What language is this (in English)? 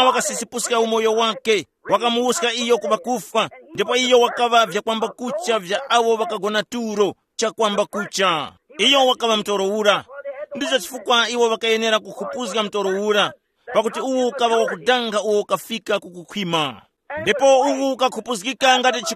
Tumbuka